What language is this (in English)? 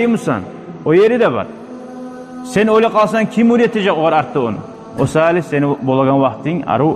Kumyk